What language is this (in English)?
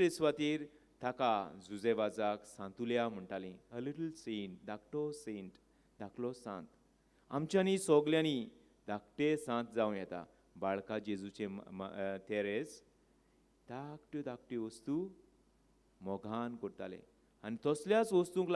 Konkani